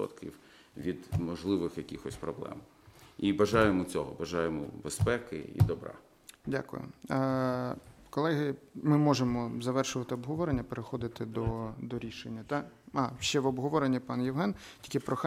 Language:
Ukrainian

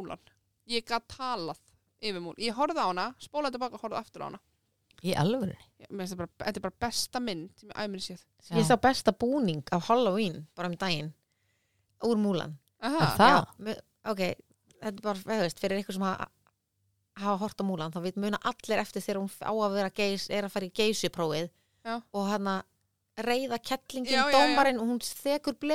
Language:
Icelandic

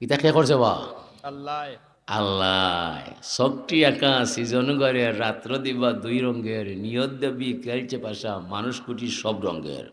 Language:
Sylheti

